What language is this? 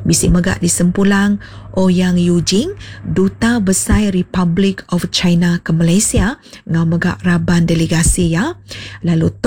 Iban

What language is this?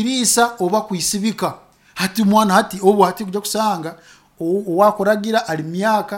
Nyoro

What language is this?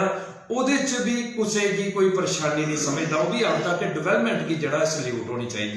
Dogri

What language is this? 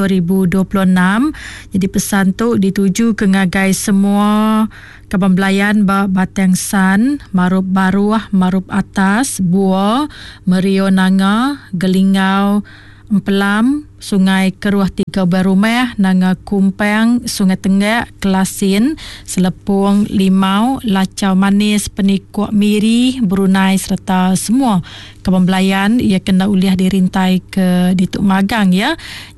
Iban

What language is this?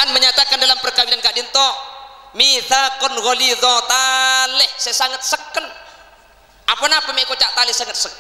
Madurese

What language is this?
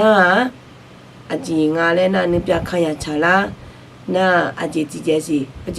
Akha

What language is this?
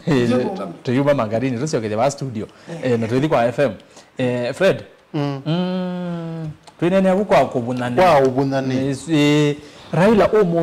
Kamba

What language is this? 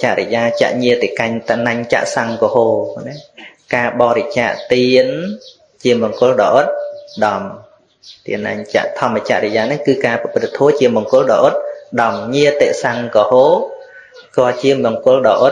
Khmer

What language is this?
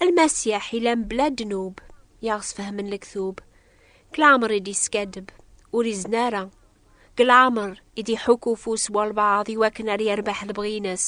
Kabyle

